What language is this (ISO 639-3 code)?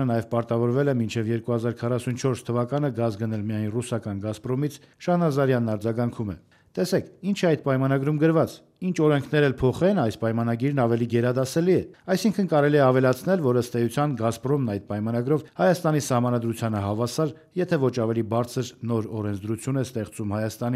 hye